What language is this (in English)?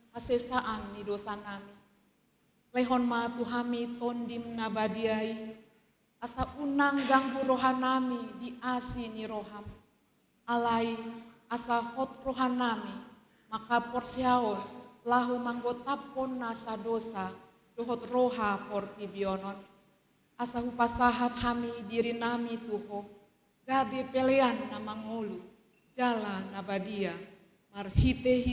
Batak Toba